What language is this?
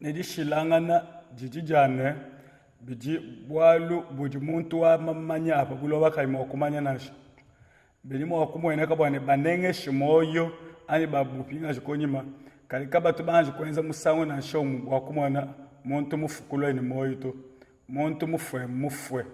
Luba-Lulua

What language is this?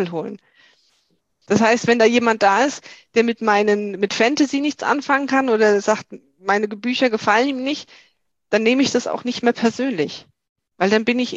German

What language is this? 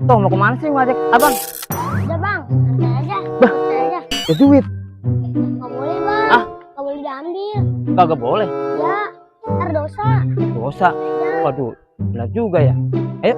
Betawi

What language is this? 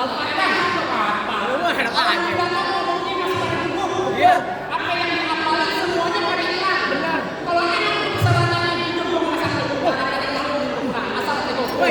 Betawi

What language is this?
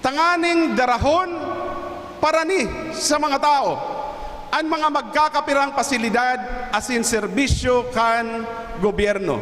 Bikol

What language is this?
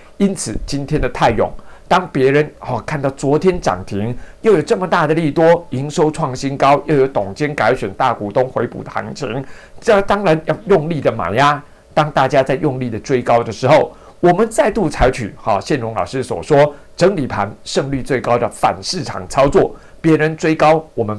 Chinese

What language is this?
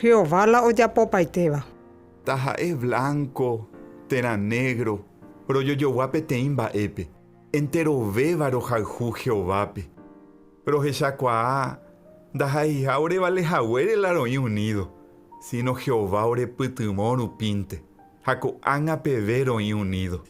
Guarani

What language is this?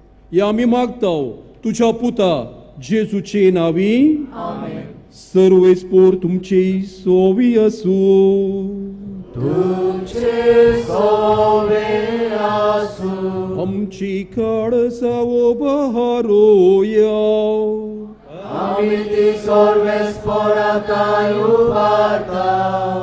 Konkani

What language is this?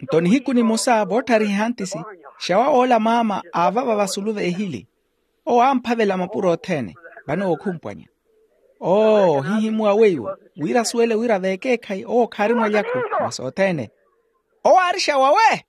Makhuwa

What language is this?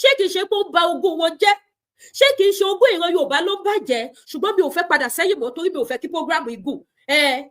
Yoruba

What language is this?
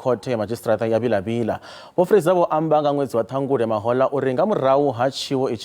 Venda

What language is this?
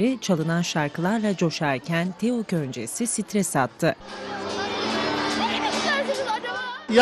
Turkish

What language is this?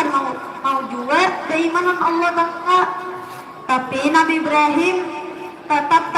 Banjar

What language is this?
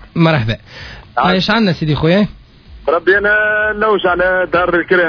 Tunisian Arabic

